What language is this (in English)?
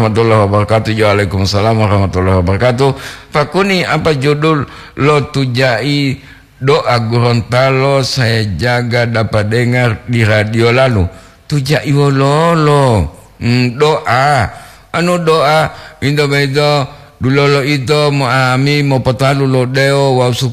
Gorontalo